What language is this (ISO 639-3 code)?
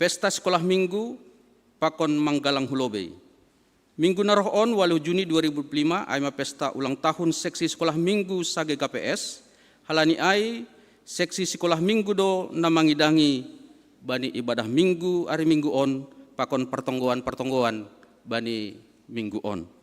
bts